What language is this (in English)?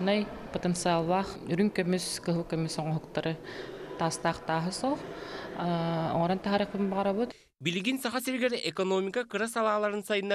Yakut